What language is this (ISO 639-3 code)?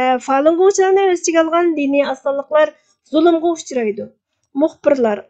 uig